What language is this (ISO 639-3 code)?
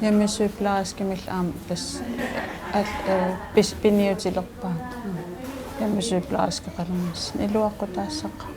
kal